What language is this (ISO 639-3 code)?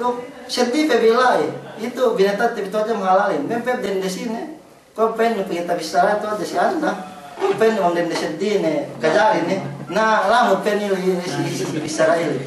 yka